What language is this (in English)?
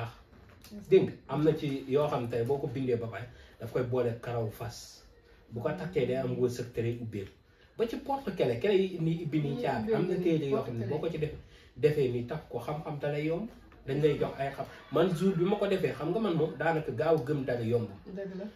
Wolof